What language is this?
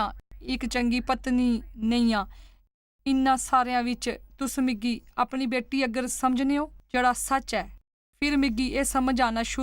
Dogri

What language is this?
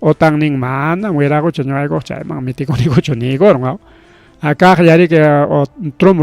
Ayacucho Quechua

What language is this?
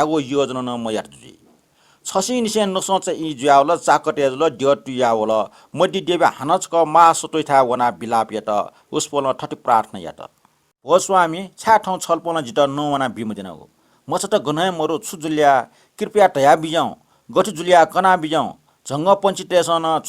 Newari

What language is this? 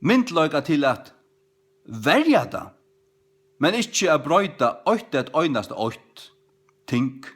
Faroese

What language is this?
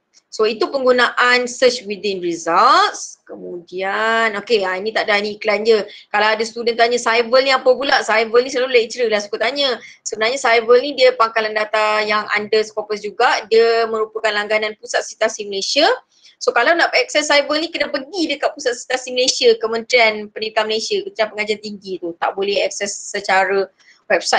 Malay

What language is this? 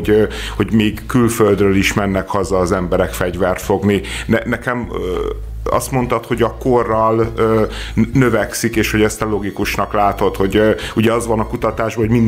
Hungarian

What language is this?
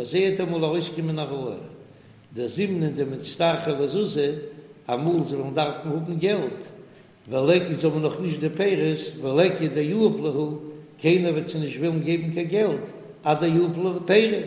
Yiddish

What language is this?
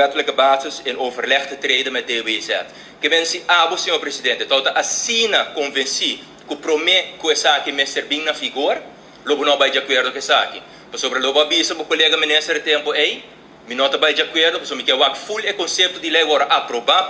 Papiamento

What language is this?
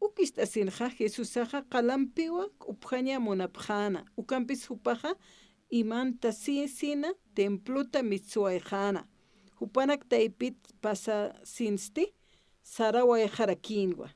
Aymara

